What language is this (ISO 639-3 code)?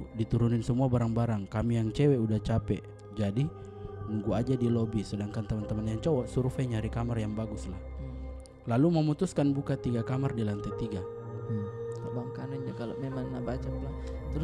mfp